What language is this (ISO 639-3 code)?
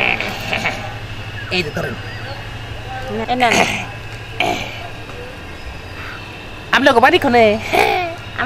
ben